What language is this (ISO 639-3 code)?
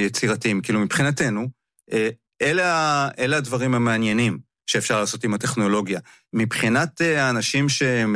heb